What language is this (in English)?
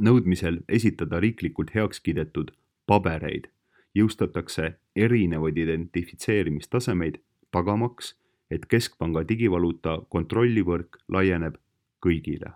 Estonian